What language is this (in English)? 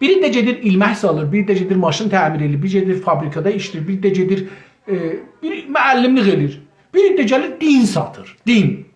South Azerbaijani